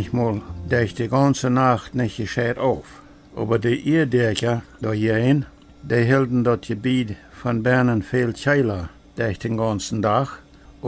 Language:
Plautdietsch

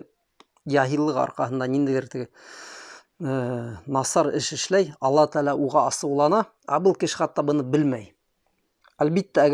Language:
Bashkir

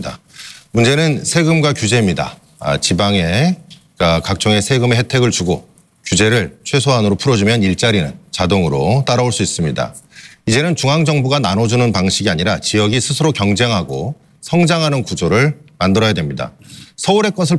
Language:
Korean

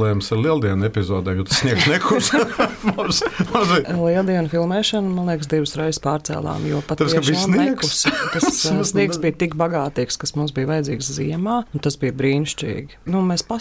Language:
Latvian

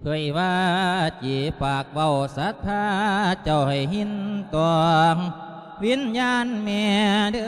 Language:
Lao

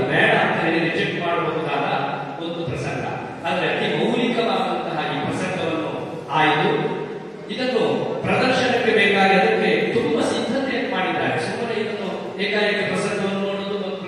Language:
Kannada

